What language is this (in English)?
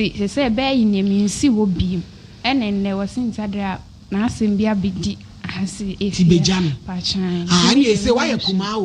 Akan